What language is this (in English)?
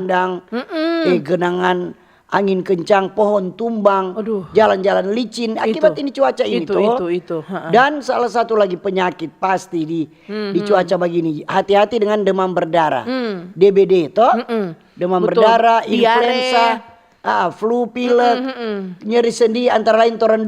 Manado Malay